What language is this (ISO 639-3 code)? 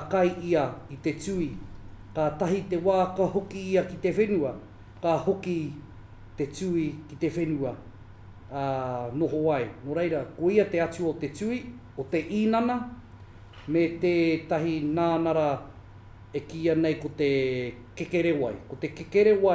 mri